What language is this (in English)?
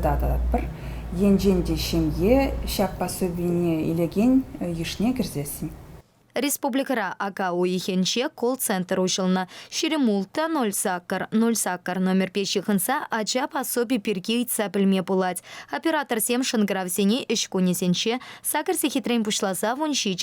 Chuvash